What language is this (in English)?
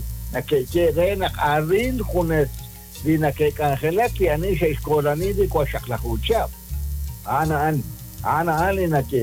Kekchí